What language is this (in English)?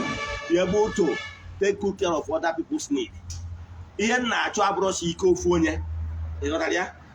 Igbo